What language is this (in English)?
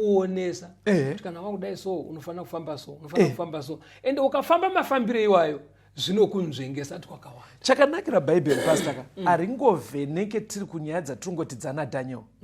Shona